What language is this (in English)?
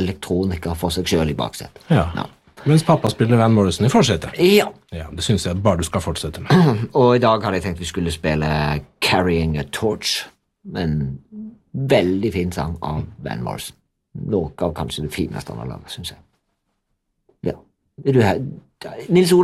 Norwegian